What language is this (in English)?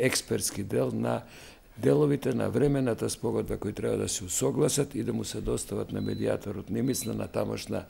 Macedonian